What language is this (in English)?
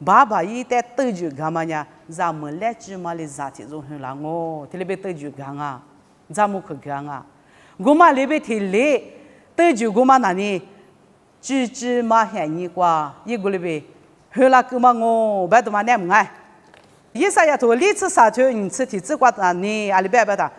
Lisu